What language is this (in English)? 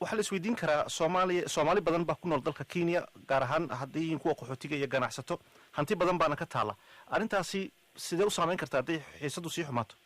Somali